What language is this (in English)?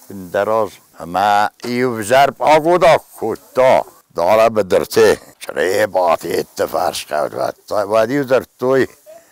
Ossetic